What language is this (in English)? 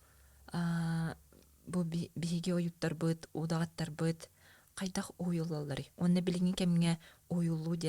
Yakut